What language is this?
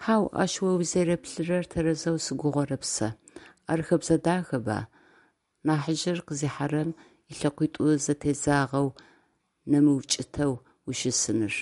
Adyghe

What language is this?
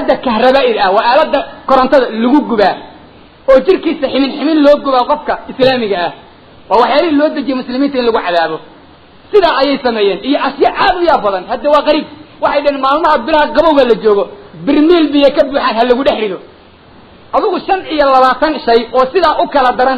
Somali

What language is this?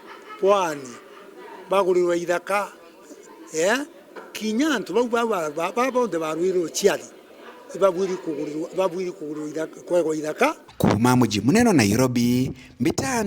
Meru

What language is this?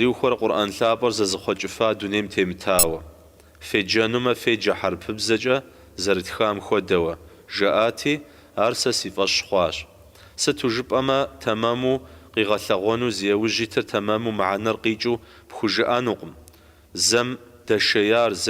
Kabardian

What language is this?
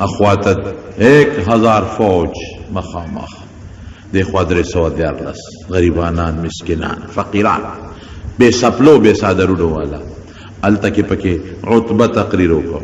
Pashto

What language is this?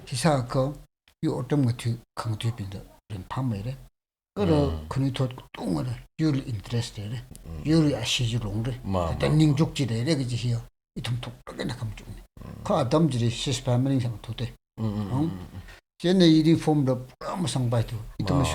Tangkhul Naga (India)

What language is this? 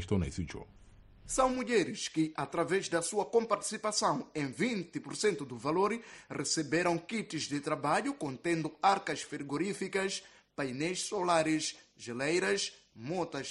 Portuguese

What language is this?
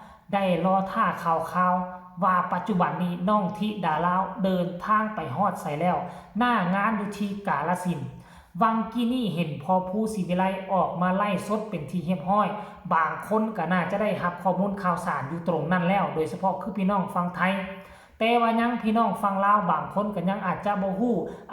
Northeastern Thai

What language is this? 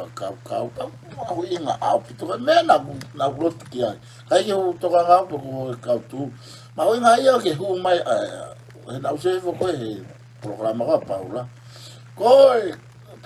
Tongan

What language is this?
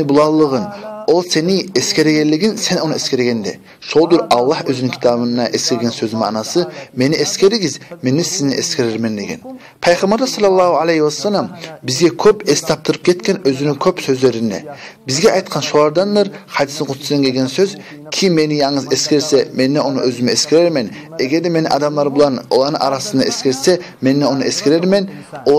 Kumyk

